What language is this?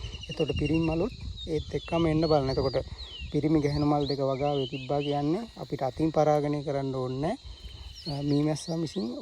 Sinhala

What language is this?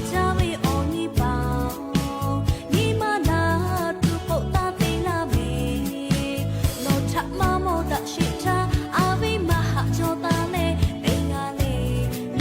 Lahu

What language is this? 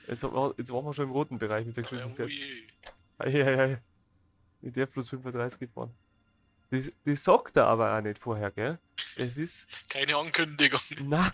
Bavarian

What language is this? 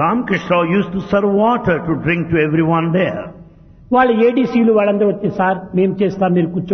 Telugu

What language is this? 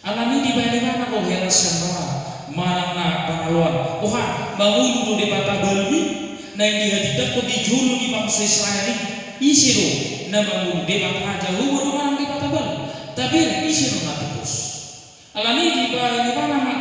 Batak Toba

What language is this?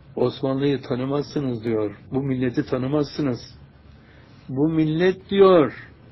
Turkish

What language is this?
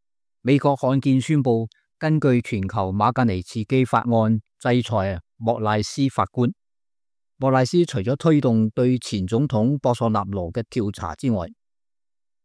Cantonese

